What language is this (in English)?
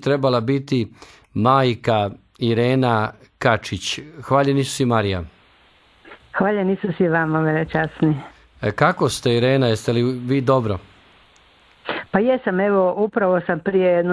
Croatian